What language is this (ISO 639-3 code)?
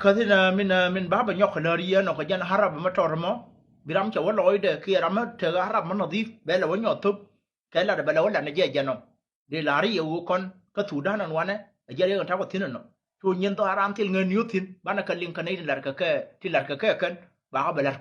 nus